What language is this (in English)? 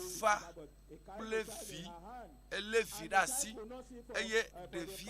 Ewe